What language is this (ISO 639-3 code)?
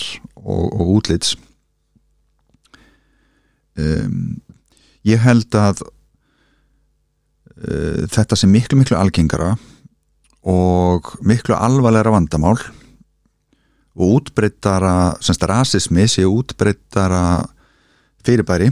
isl